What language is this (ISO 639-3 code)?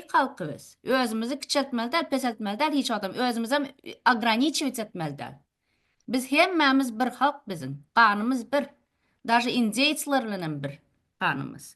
tuk